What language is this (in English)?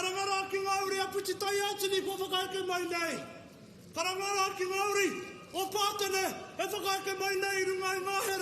Māori